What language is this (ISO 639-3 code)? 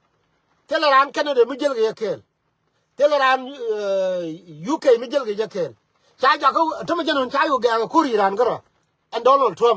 nus